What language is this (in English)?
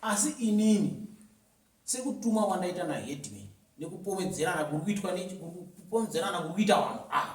Shona